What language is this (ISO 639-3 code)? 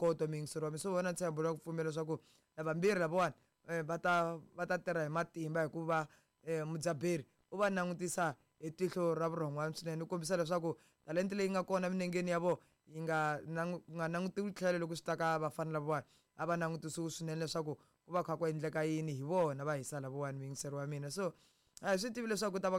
tso